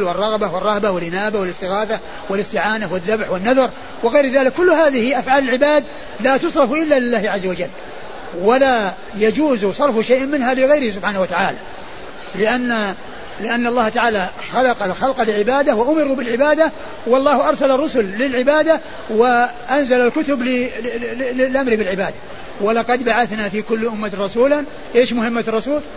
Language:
Arabic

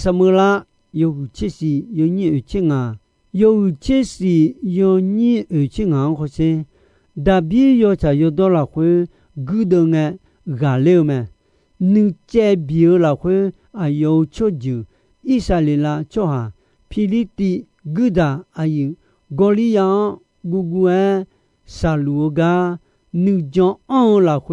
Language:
Akha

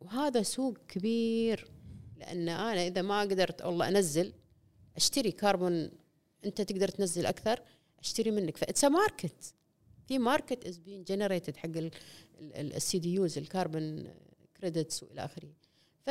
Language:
Gulf Arabic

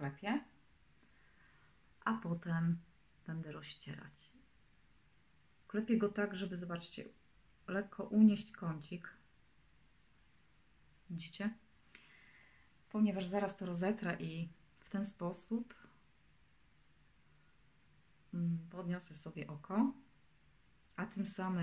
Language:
Polish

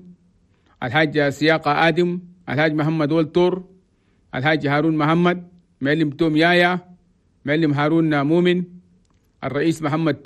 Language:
Chadian Arabic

